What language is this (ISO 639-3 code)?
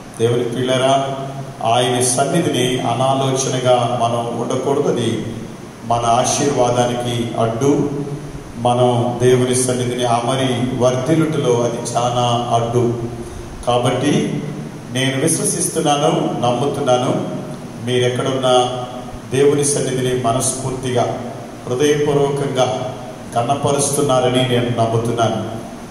tel